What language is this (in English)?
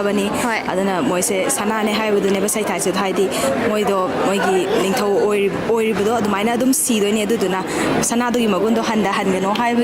Manipuri